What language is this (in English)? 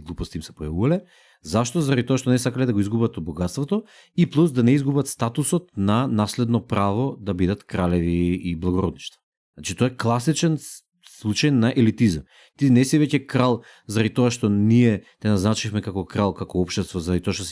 Macedonian